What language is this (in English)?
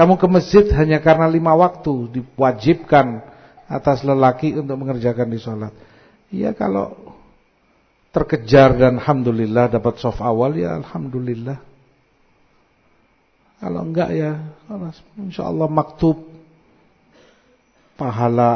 Indonesian